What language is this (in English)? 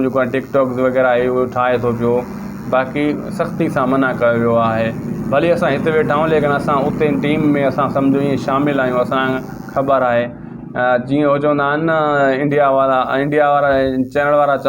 Sindhi